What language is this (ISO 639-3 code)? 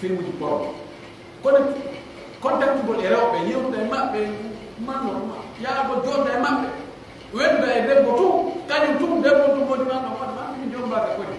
fuf